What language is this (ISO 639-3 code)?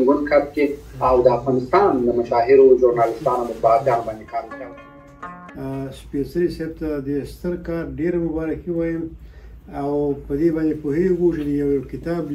pus